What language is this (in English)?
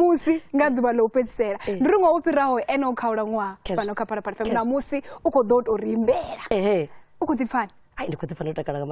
Venda